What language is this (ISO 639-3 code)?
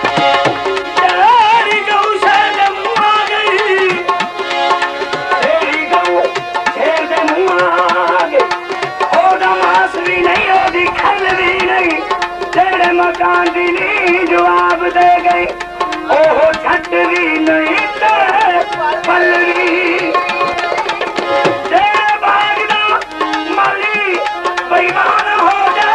pan